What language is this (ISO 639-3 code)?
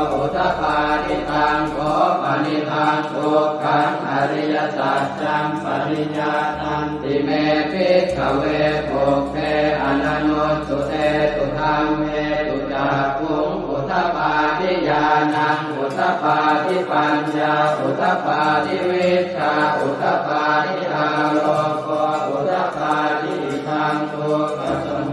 pli